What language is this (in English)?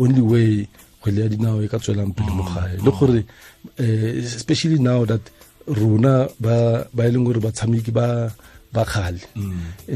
Tswana